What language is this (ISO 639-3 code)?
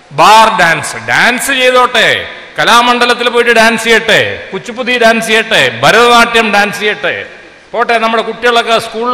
mal